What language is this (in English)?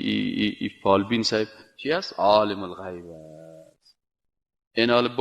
Persian